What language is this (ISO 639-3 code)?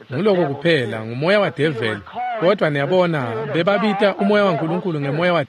ssw